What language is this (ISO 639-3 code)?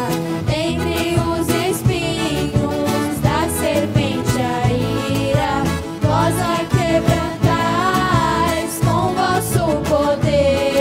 por